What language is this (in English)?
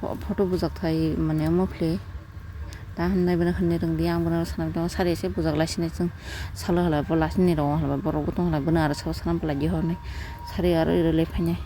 Kok Borok